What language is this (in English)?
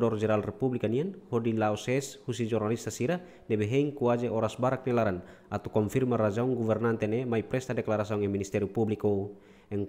Tetum